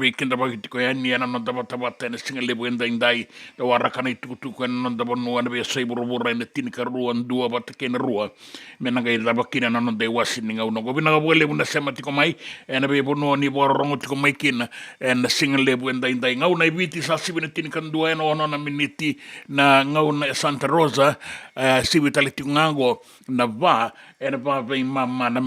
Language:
Fijian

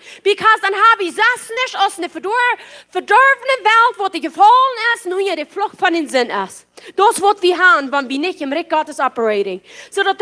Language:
Plautdietsch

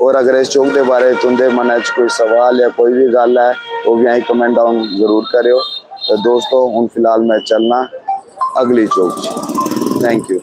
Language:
Dogri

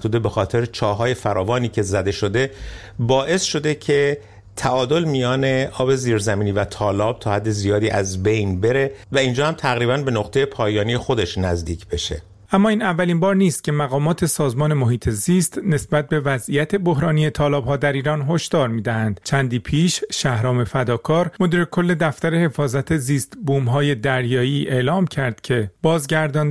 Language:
Persian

